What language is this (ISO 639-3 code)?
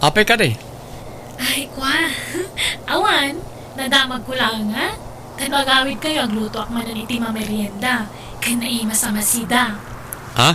ilo